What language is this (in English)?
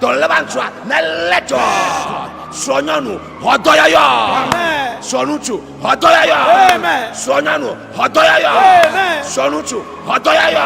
Ewe